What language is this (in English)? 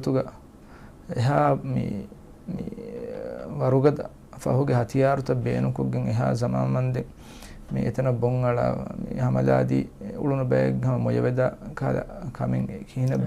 Divehi